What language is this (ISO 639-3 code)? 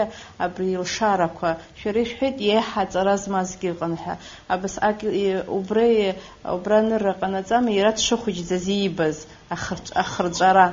abk